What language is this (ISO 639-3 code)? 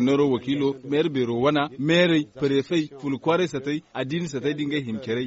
dje